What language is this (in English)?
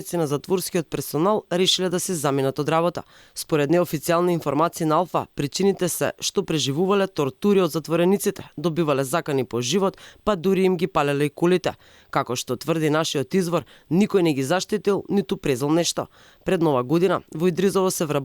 Macedonian